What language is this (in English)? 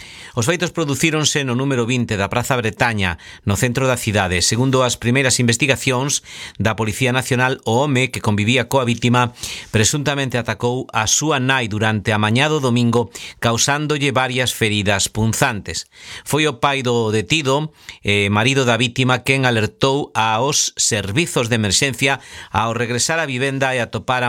Galician